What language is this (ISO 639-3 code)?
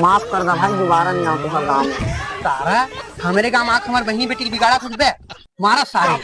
hne